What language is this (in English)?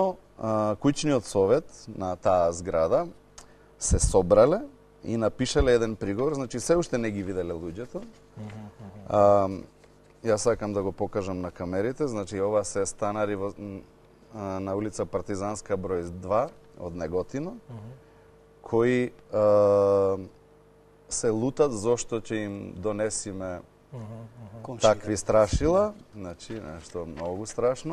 Macedonian